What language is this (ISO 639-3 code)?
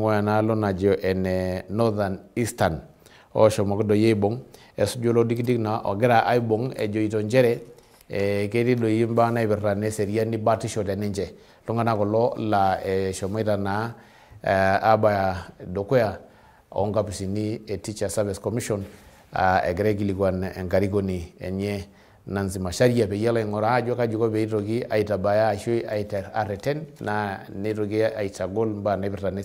mas